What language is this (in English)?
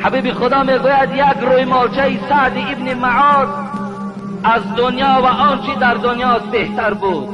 Tajik